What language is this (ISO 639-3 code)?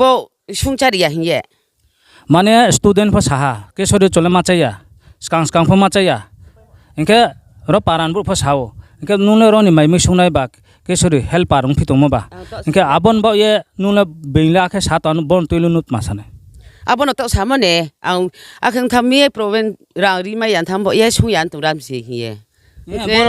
ria